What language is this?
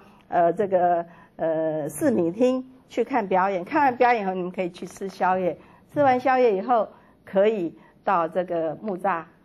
Chinese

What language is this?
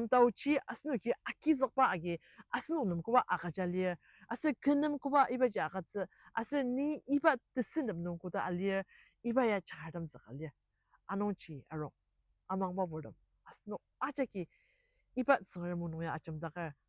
Ao Naga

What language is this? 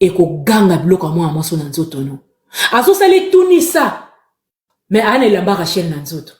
Lingala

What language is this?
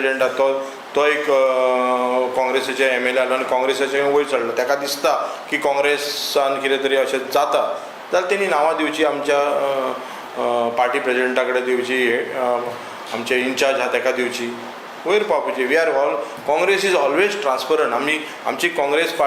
Konkani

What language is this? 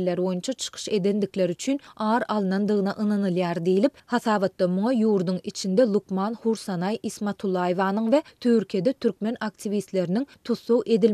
Turkmen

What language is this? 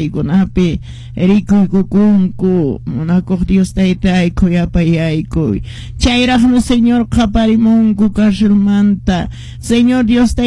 Quechua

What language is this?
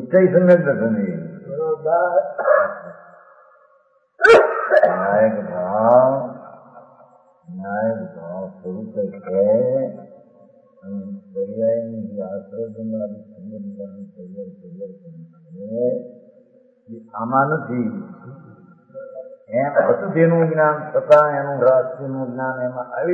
Gujarati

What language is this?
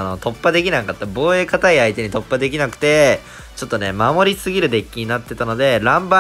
Japanese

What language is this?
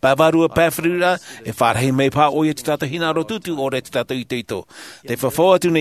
Tahitian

